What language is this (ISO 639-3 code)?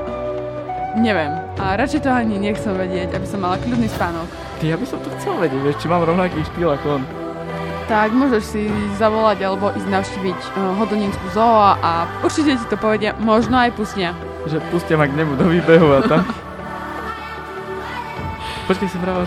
slk